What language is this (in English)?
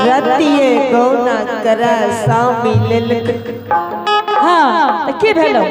Angika